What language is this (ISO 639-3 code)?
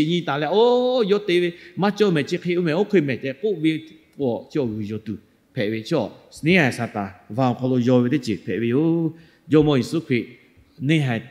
lhu